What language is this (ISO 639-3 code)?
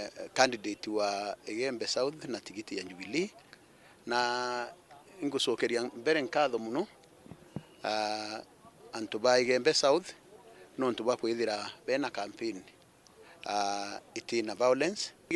mer